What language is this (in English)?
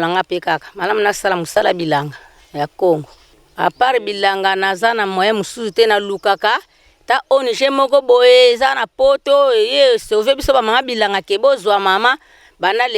Lingala